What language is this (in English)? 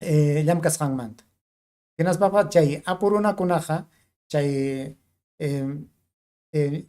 Ayacucho Quechua